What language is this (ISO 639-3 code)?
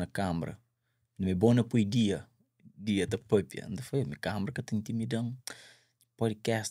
kea